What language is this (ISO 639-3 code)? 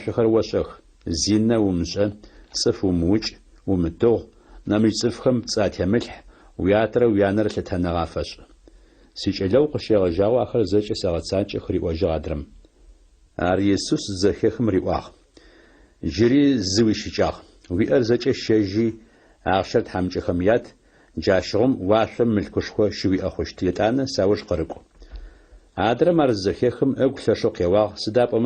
ady